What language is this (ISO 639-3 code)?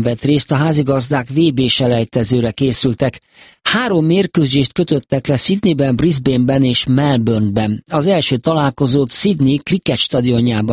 hun